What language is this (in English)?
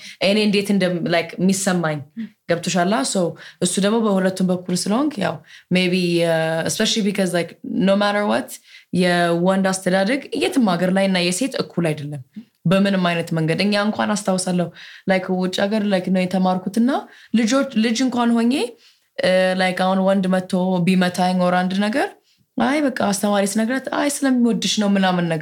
Amharic